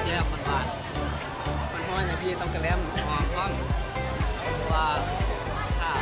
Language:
Lao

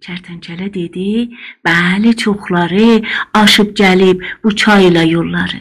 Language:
South Azerbaijani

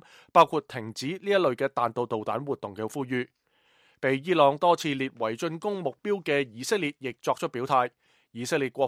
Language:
Cantonese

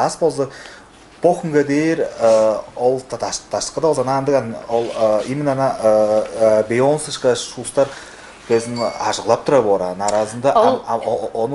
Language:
Tuvinian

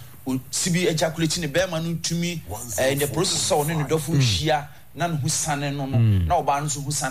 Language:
Akan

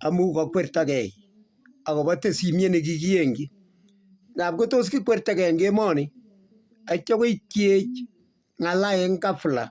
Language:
Kalenjin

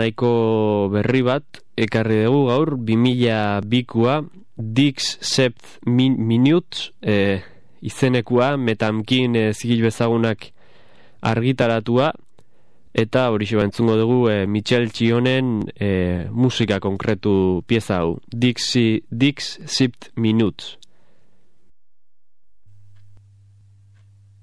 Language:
Basque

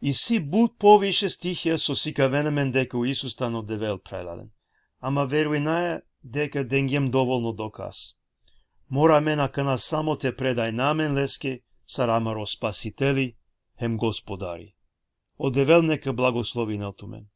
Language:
Balkan Romani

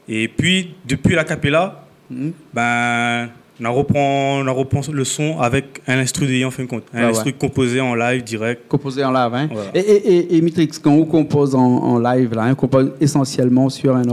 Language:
Réunion Creole French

